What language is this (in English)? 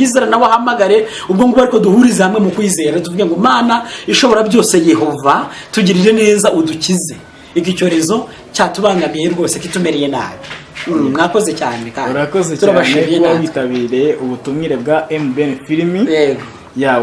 Kinyarwanda